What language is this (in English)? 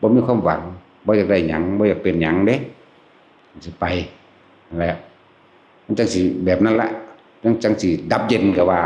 Northeastern Thai